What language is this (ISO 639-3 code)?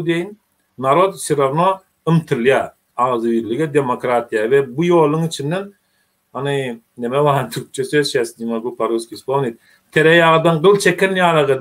tuk